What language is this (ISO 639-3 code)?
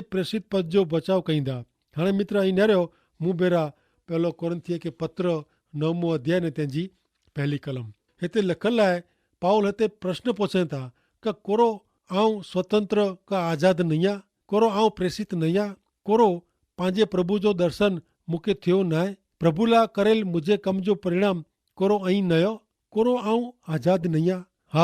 kfr